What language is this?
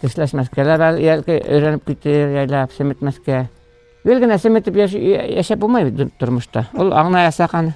Bashkir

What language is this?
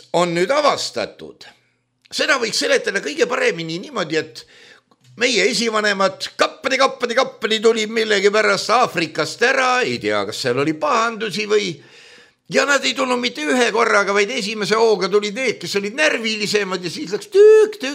Estonian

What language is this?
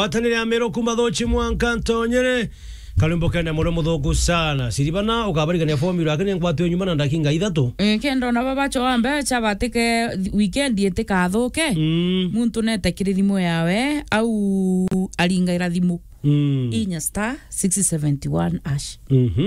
Meru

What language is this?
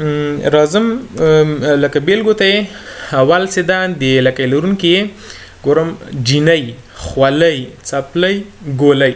Pashto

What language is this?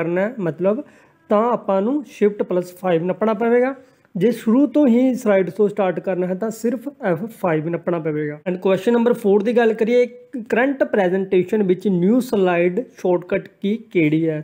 Punjabi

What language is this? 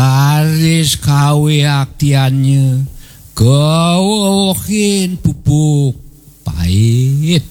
Balinese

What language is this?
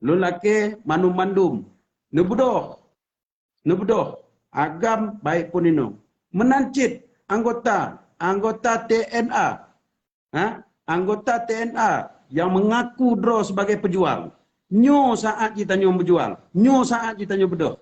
Achinese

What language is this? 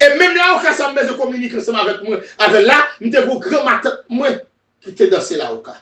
Haitian Creole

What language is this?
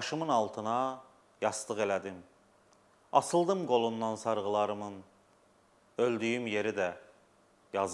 Azerbaijani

